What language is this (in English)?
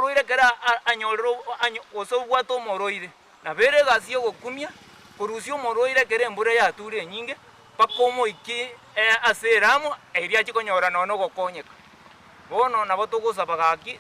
Gusii